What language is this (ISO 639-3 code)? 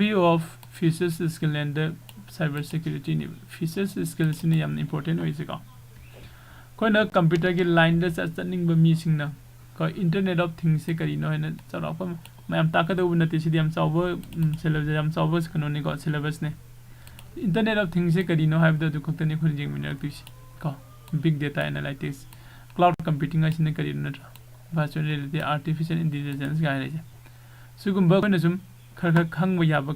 mni